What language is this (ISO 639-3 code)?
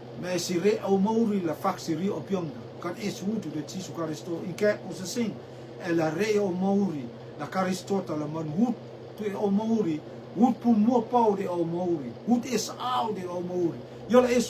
rtm